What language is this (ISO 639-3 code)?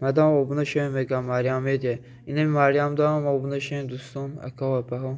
tgk